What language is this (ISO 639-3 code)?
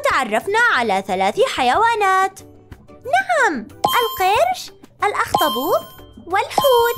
ara